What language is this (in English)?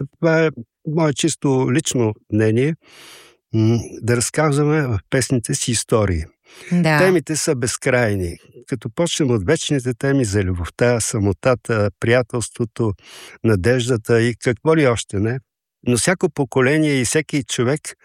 Bulgarian